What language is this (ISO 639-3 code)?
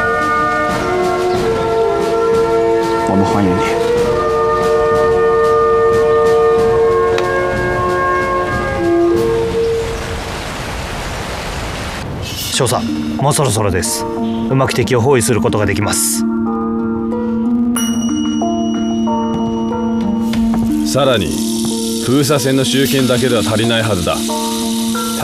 jpn